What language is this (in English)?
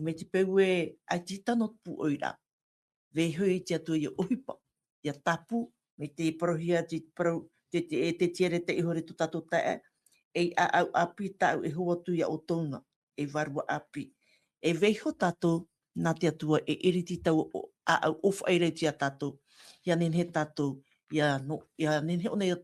Tahitian